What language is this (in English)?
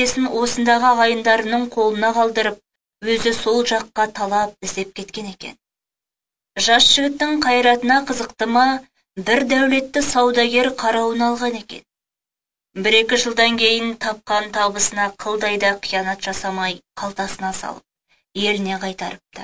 Kazakh